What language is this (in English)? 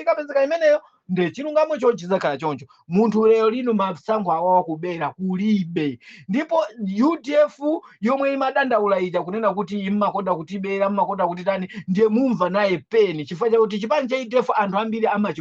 Nyanja